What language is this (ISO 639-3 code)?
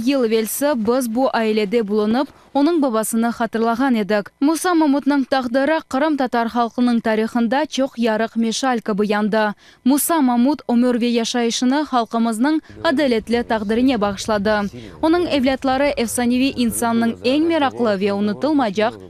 crh